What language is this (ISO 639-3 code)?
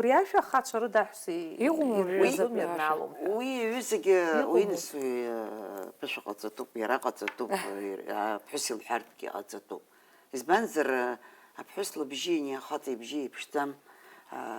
abk